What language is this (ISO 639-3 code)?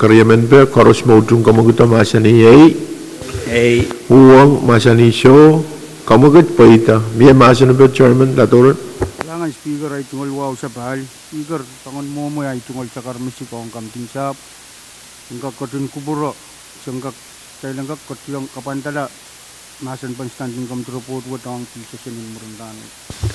pon